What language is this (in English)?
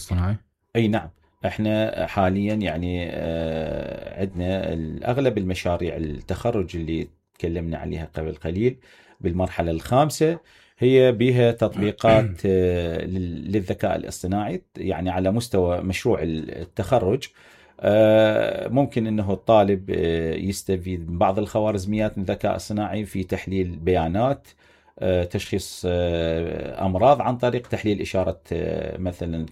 Mesopotamian Arabic